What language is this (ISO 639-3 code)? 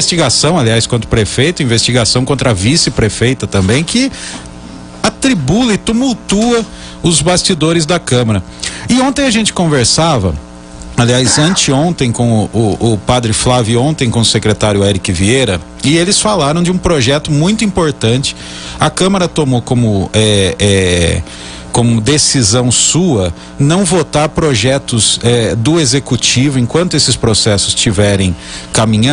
por